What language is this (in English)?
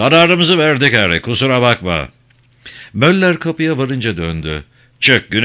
Turkish